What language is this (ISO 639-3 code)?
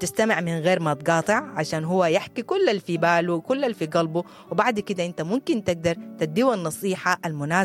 apd